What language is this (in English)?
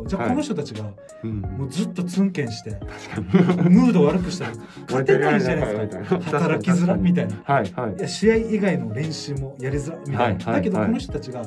Japanese